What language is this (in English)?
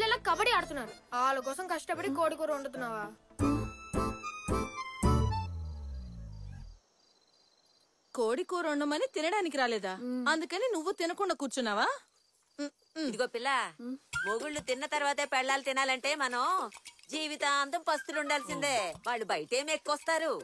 Telugu